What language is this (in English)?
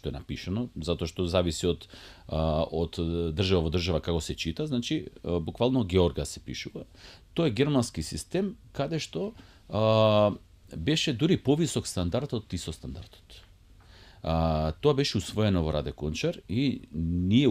Macedonian